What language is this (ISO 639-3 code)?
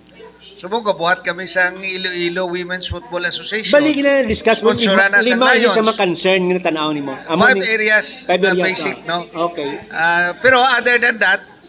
hil